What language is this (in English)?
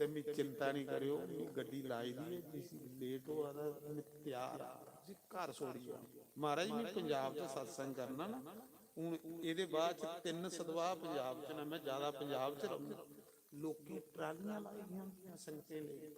Dogri